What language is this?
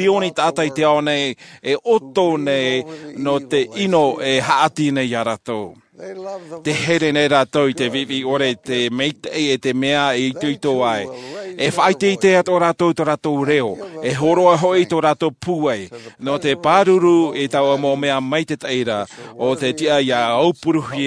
Tahitian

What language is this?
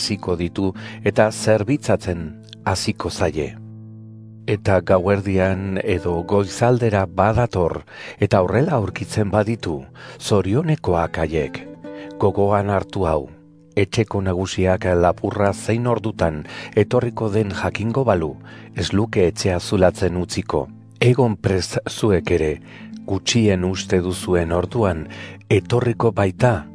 Basque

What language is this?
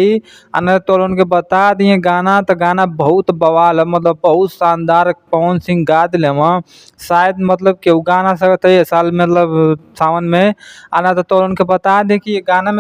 Bhojpuri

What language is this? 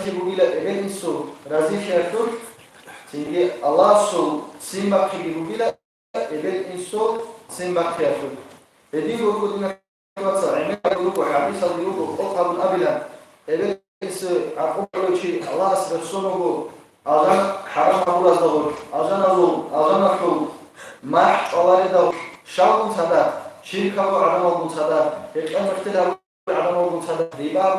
Avaric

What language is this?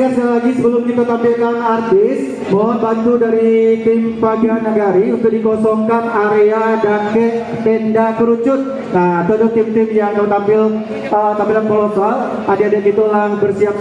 Minangkabau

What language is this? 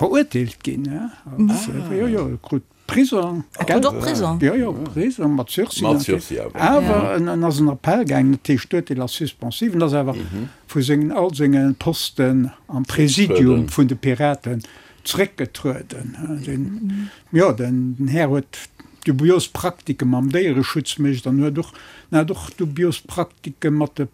Luxembourgish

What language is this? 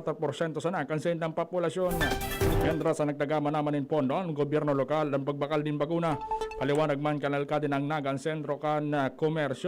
Bikol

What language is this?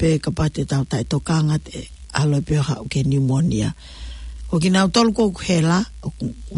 Tongan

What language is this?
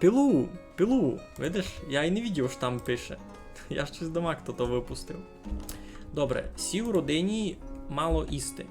Rusyn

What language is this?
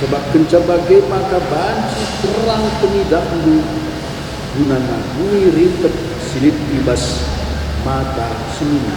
Batak Karo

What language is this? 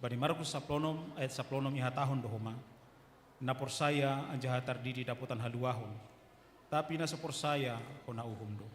Batak Simalungun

